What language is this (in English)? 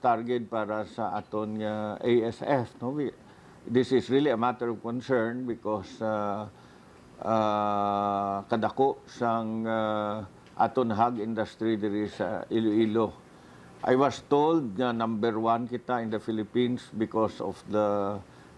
Hiligaynon